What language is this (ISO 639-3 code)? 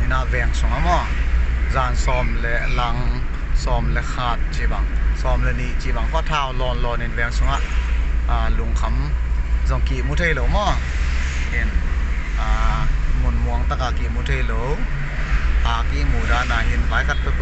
pck